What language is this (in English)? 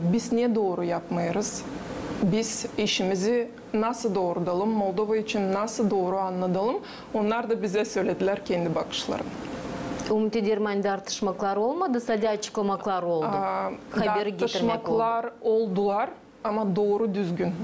Gagauz